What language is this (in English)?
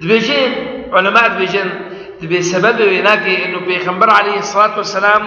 Kurdish